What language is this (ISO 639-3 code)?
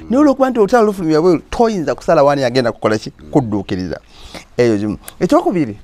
lug